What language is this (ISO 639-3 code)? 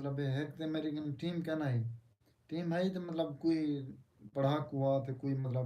skr